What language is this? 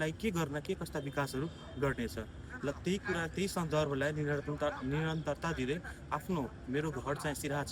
Nepali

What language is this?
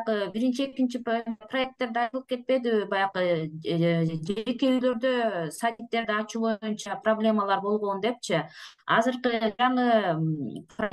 Kyrgyz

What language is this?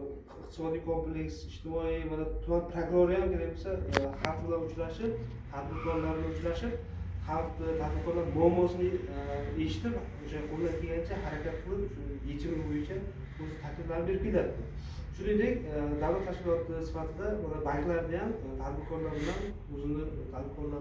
Uzbek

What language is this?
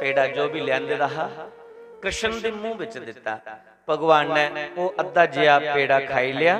Dogri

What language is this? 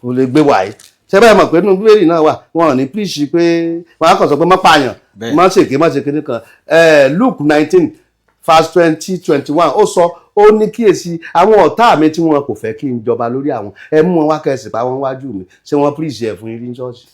Yoruba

